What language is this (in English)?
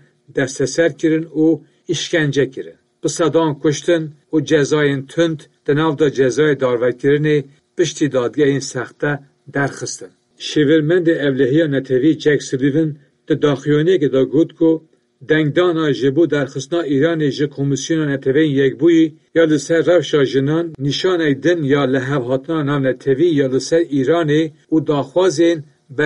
Kurdish